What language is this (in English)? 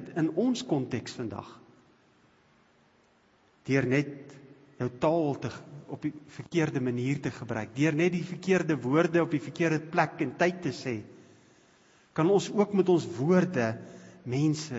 Afrikaans